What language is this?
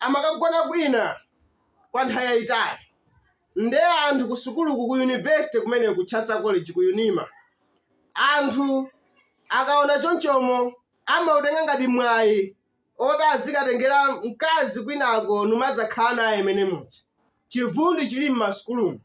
Nyanja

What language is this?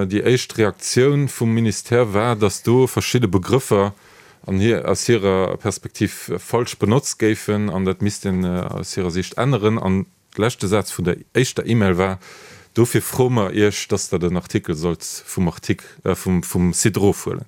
Luxembourgish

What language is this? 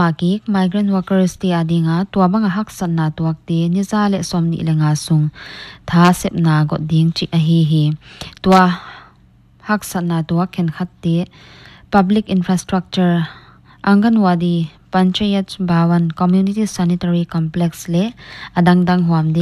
Paite Chin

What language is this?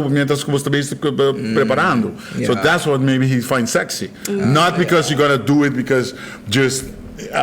Papiamento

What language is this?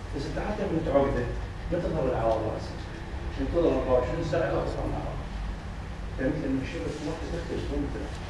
Mesopotamian Arabic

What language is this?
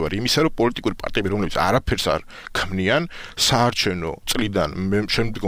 Georgian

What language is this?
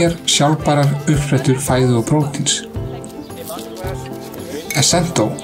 Icelandic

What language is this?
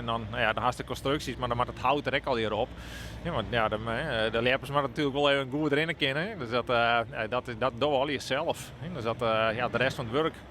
Western Frisian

